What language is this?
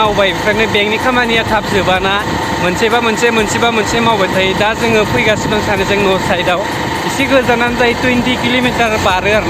Bodo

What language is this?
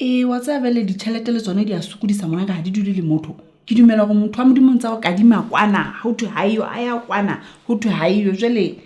Southern Sotho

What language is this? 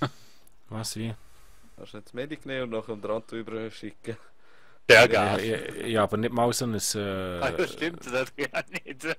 Swiss German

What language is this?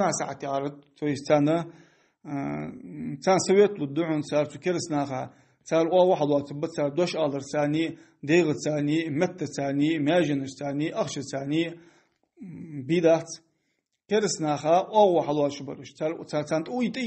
Ingush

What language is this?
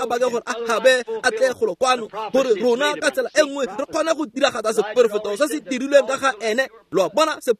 Tswana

